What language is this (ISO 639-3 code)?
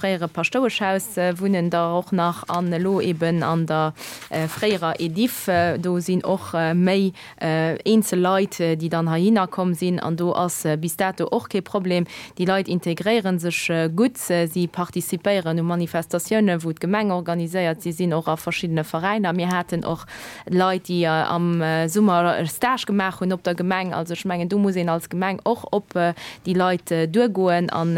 ltz